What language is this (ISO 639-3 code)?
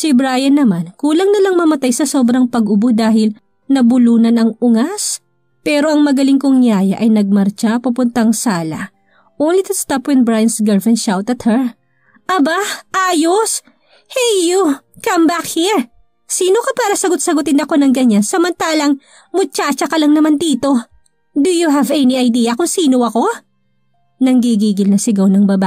fil